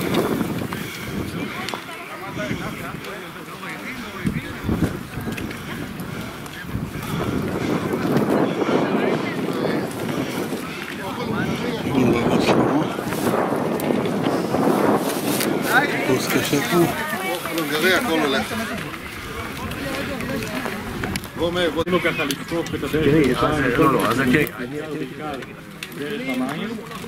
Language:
Hebrew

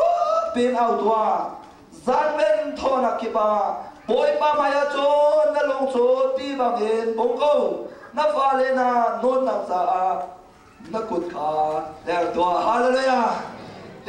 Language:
Hakha Chin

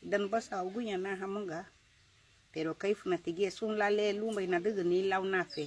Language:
Garifuna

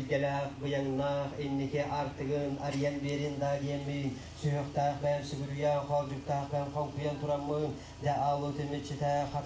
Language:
Yakut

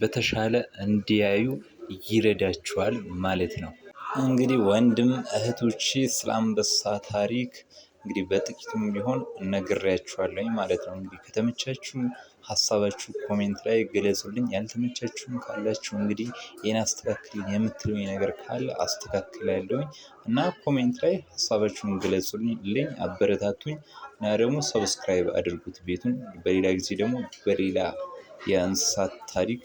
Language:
Amharic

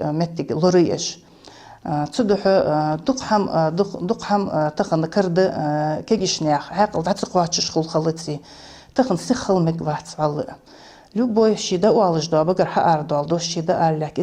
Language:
Ingush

